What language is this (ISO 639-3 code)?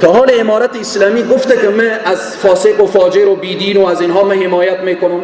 fas